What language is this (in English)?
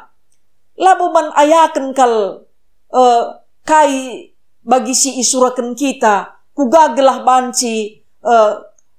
Batak Karo